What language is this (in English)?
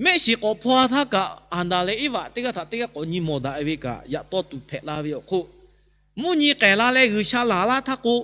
Lahu